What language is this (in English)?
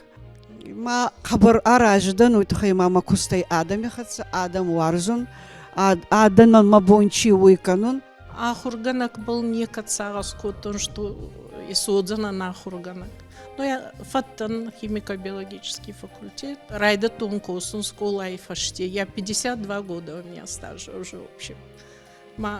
Ossetic